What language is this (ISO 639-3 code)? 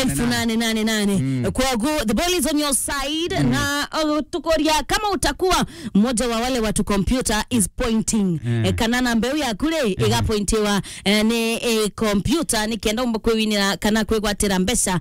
mer